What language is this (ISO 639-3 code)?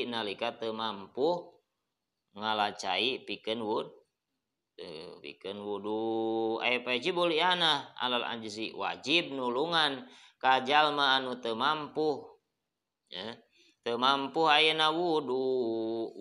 sun